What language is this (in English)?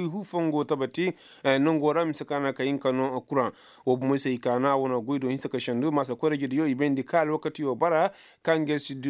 Koyraboro Senni